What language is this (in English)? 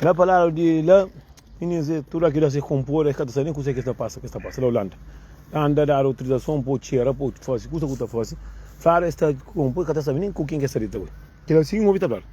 Kabuverdianu